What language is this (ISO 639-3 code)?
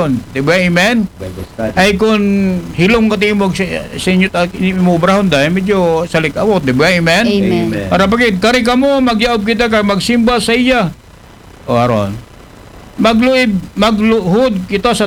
akl